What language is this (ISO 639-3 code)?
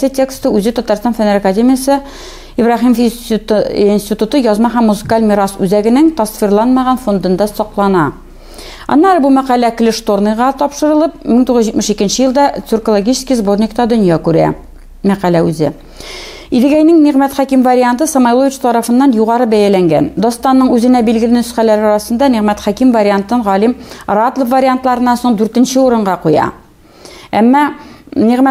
tat